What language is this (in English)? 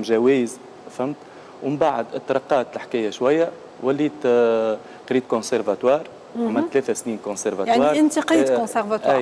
Tunisian Arabic